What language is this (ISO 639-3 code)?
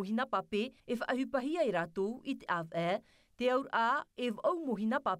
tah